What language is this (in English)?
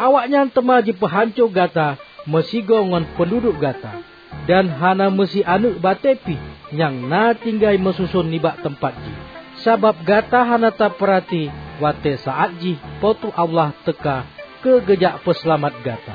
Achinese